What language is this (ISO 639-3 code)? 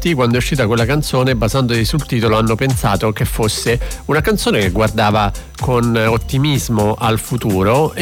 ita